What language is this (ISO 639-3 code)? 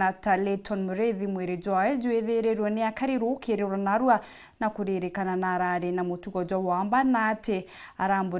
mer